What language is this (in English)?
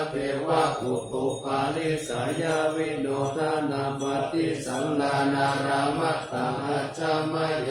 Pali